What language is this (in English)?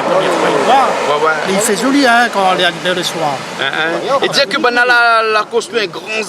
Réunion Creole French